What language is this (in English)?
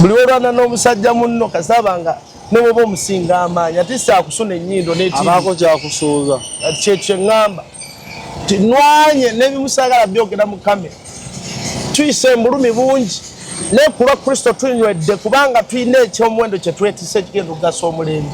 Ganda